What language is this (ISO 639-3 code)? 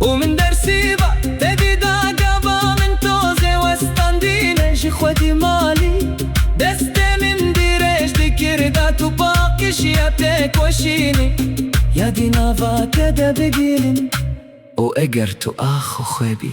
kur